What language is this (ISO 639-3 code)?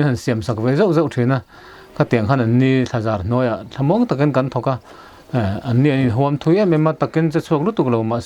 lus